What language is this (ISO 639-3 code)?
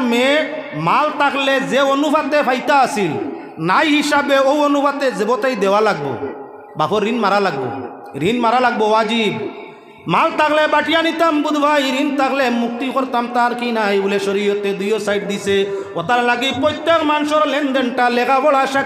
syl